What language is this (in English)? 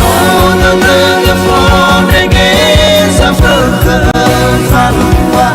Nias